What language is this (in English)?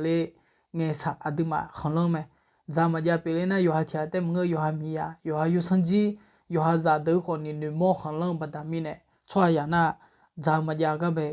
Akha